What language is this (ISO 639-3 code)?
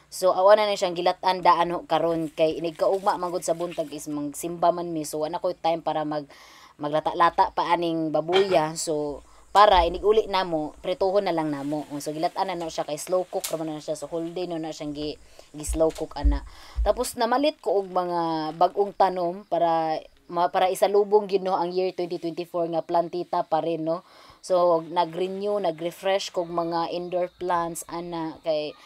ceb